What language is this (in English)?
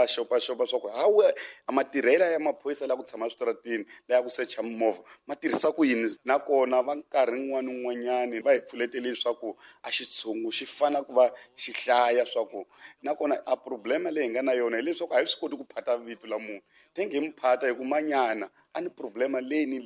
Tsonga